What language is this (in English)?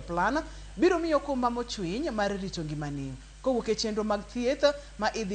Luo (Kenya and Tanzania)